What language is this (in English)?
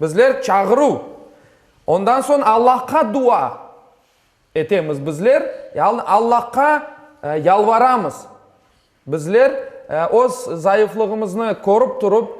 Crimean Tatar